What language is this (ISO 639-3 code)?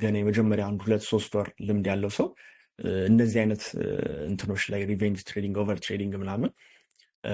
amh